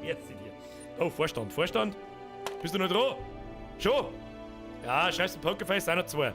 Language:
Bavarian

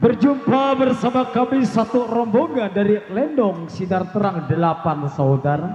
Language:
Betawi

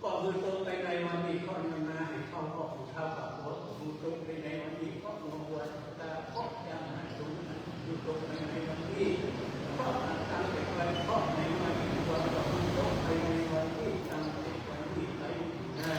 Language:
Pali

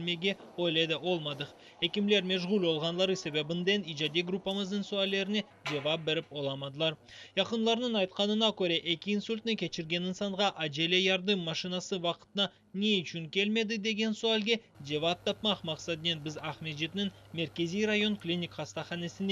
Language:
Crimean Tatar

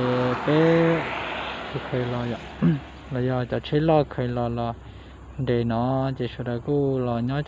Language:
Hmong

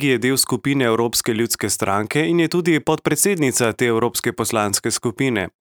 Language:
Slovenian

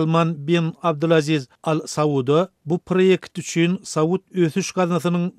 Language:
Turkmen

